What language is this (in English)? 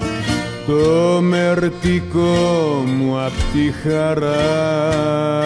Greek